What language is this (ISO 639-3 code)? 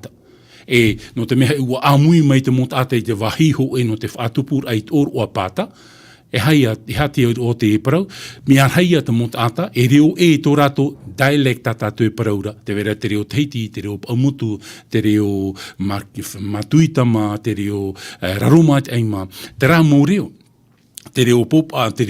tah